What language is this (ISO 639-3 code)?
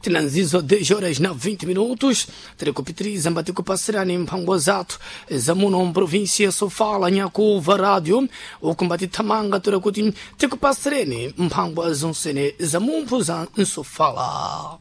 seh